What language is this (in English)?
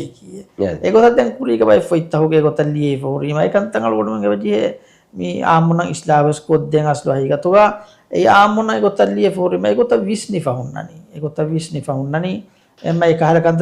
Divehi